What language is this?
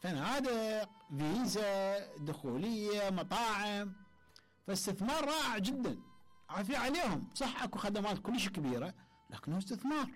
Mesopotamian Arabic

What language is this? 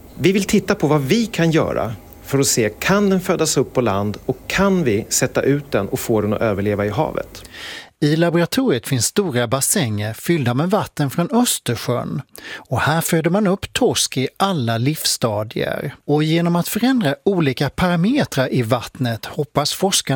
Swedish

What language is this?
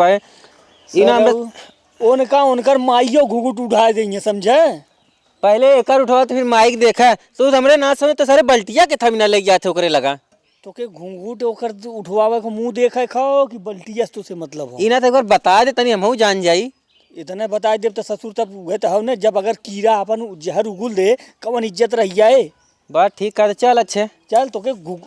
Awadhi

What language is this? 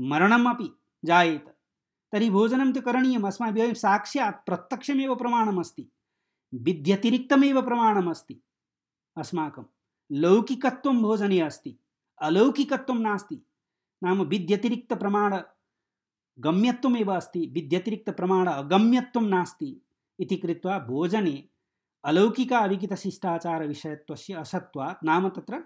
Sanskrit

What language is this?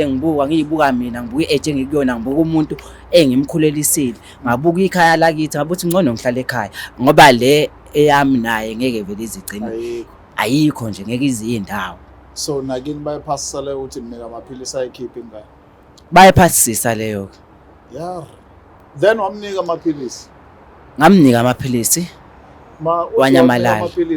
Zulu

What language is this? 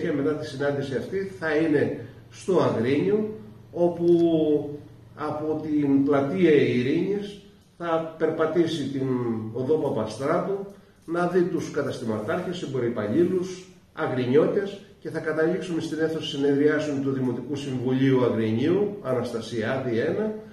Greek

